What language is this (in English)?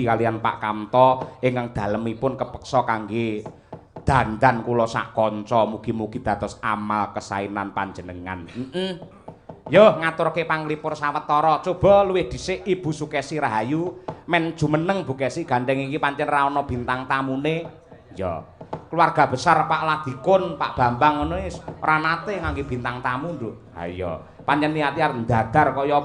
Javanese